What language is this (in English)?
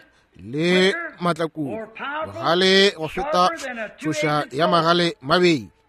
Northern Sotho